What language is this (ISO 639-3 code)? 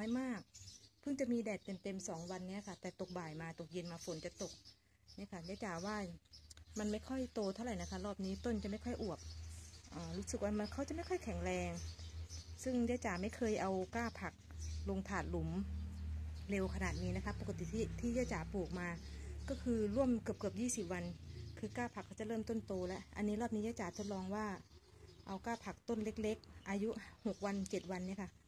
tha